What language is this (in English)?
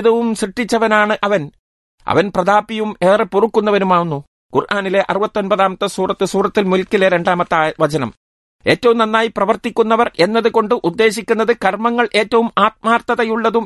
Malayalam